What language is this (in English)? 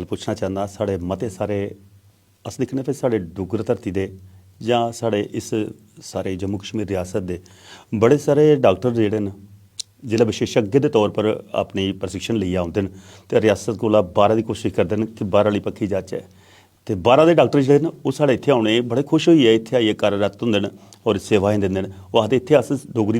Dogri